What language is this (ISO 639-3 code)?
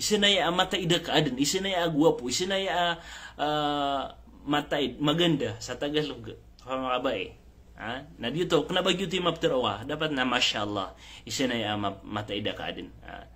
mrw